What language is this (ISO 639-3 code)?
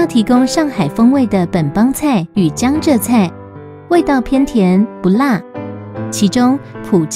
zho